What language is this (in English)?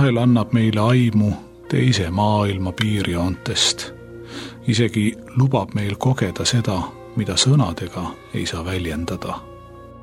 Estonian